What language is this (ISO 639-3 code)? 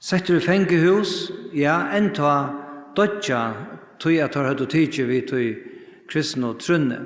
fao